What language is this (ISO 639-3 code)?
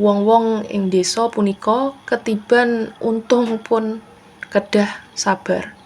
jav